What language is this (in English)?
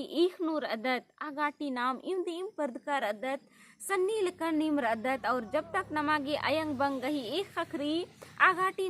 Kurukh